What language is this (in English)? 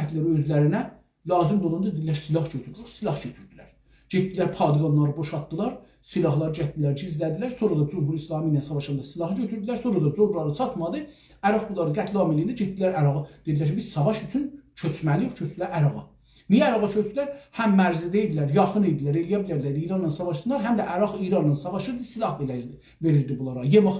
South Azerbaijani